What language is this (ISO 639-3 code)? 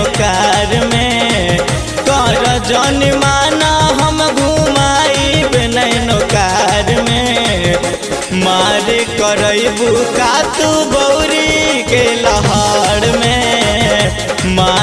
bho